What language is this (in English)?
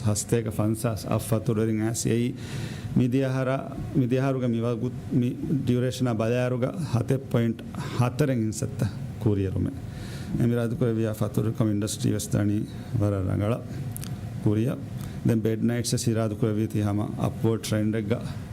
Divehi